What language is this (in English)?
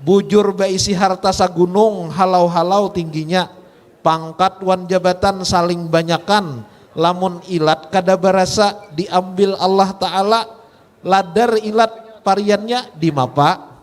Banjar